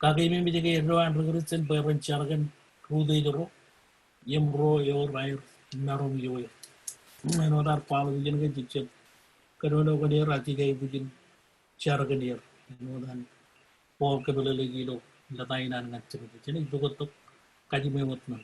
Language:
Marshallese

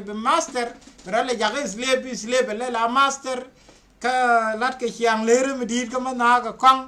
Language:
Nuer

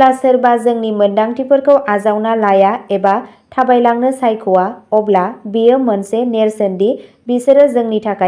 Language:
Bodo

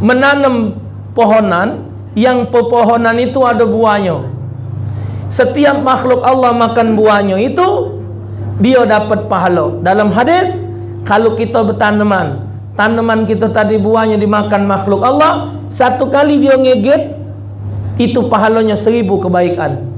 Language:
Musi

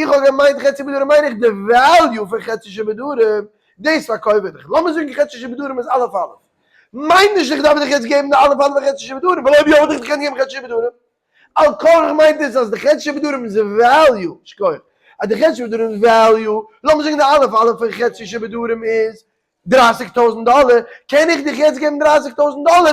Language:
Yiddish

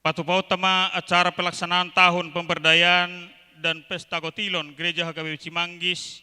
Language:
Batak Toba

